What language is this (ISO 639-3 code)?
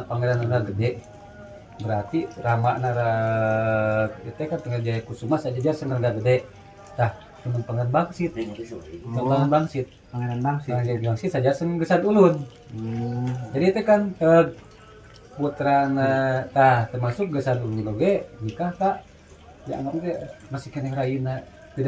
sun